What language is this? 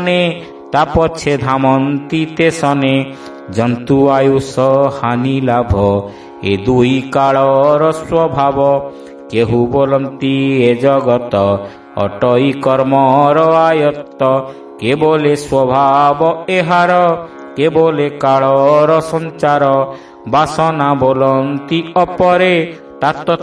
Odia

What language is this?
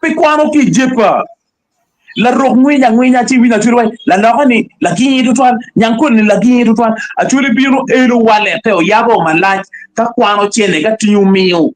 Acoli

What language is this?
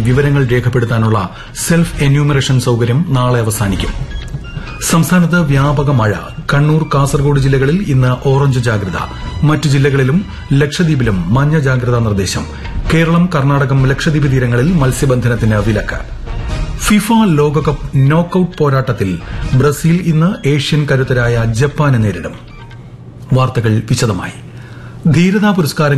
Malayalam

